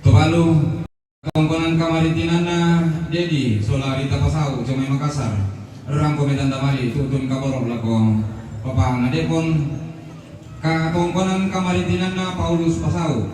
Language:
Toraja-Sa'dan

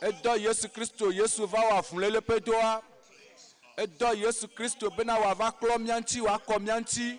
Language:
Ewe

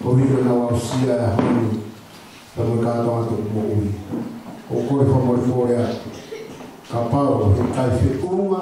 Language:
Tongan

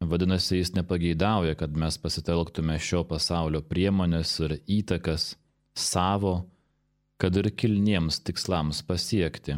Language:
Lithuanian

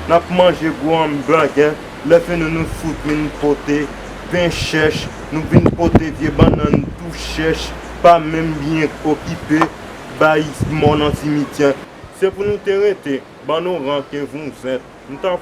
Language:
Haitian Creole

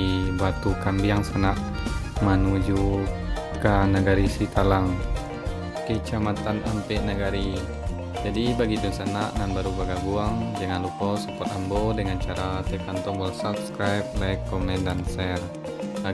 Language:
Minangkabau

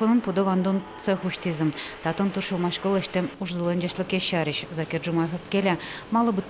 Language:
Udmurt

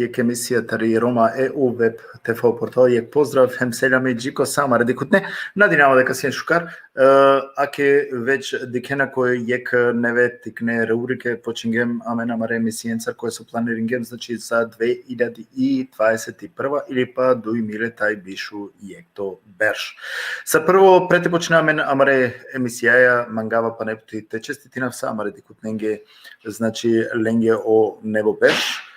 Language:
Balkan Romani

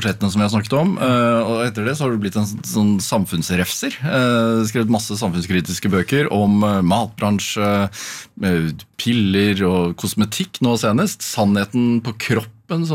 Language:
Norwegian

